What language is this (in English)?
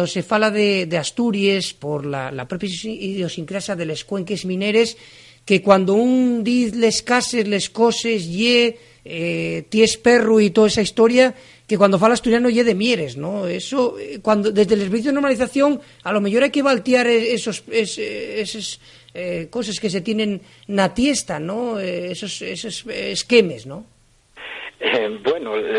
Asturian